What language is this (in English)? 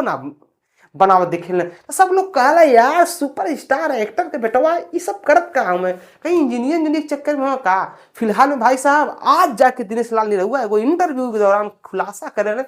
Bhojpuri